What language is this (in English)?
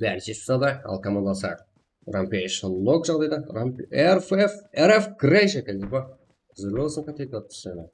Kara-Kalpak